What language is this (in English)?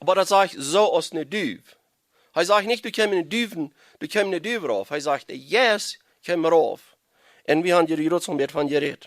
Plautdietsch